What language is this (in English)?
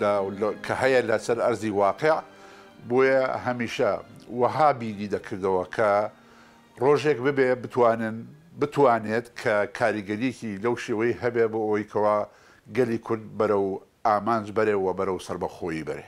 Central Kurdish